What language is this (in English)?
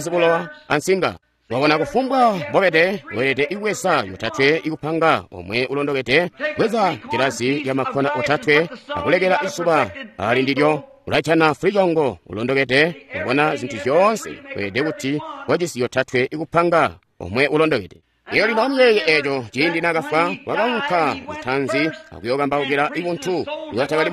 Tonga (Zambia)